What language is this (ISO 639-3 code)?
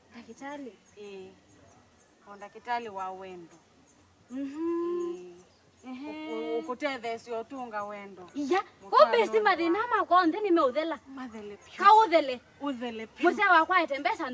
kam